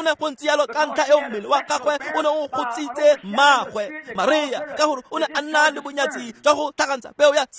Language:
Tswana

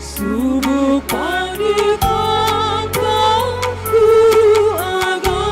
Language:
Batak Karo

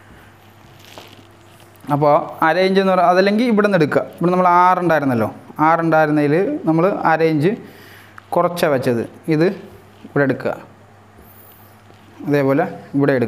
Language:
Malayalam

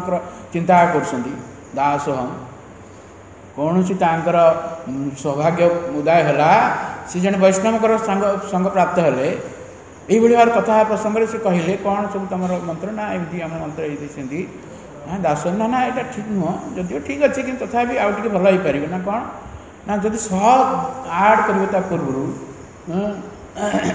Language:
Odia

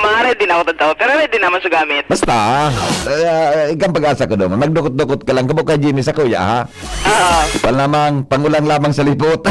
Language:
Bikol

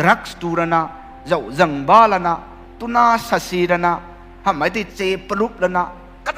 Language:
Rongmei Naga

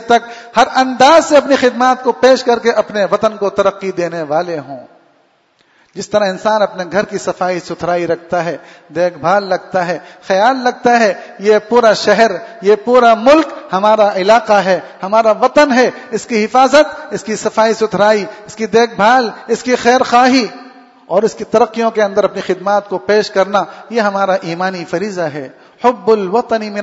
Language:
Urdu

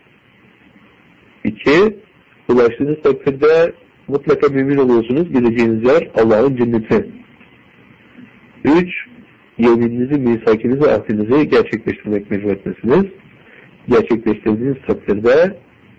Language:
Turkish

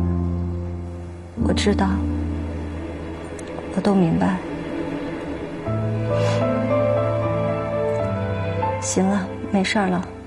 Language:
Chinese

